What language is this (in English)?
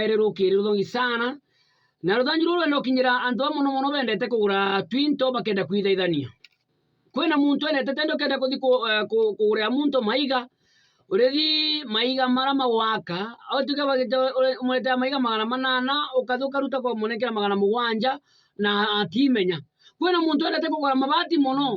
Meru